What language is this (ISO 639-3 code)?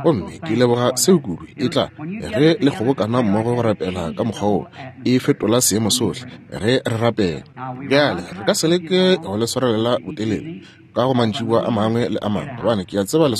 nso